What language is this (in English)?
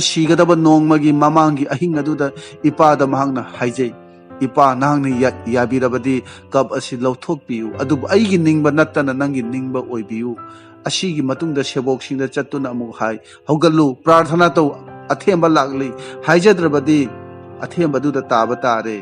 Manipuri